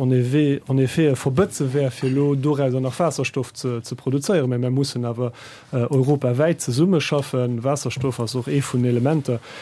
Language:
Luxembourgish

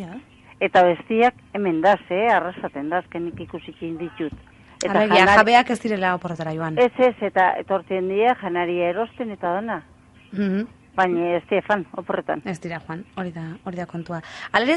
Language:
Basque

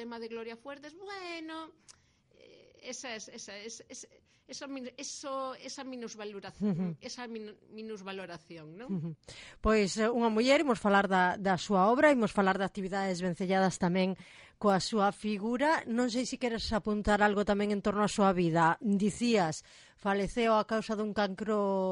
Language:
Galician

